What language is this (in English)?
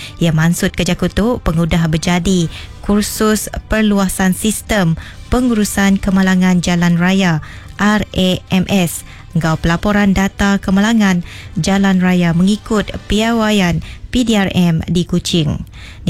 Iban